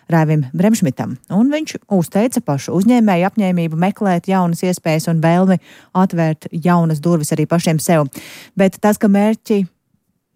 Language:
Latvian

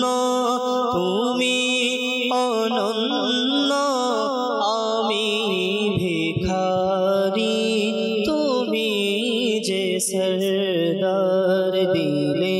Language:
Bangla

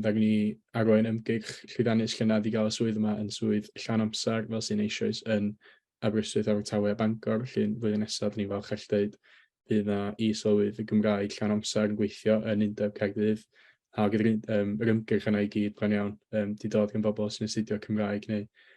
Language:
Welsh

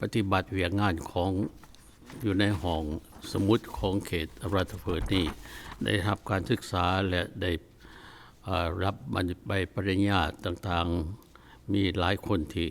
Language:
Lao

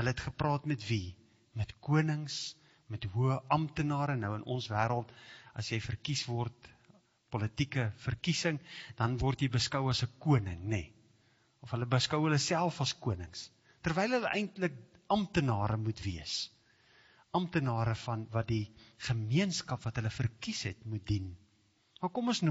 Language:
Afrikaans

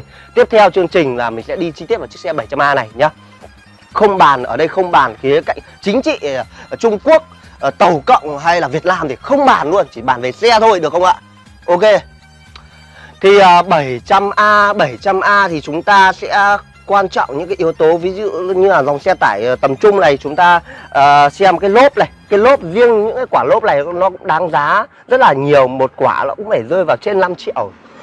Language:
Vietnamese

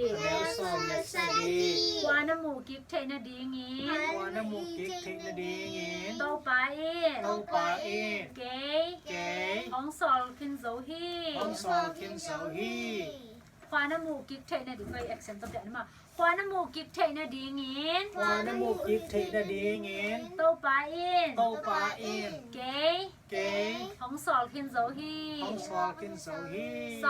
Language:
Tedim Chin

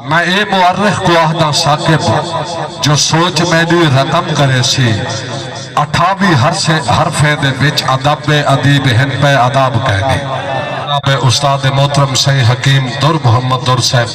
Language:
Saraiki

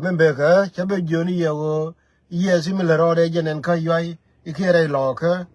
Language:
Nuer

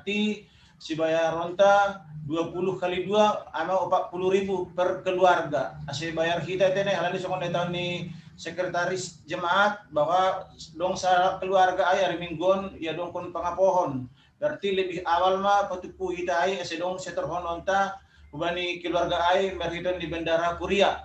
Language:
Batak Simalungun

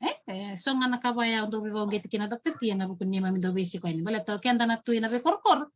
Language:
Fijian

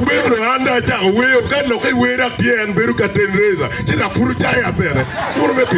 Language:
Acoli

